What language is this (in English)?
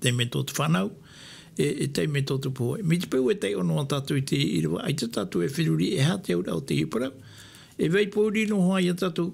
Tahitian